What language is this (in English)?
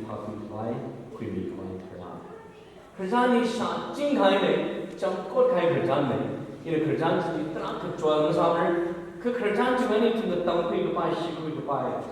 Tangkhul Naga (India)